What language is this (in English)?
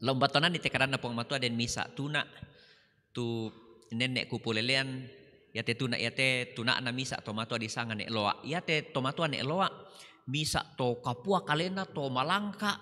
Toraja-Sa'dan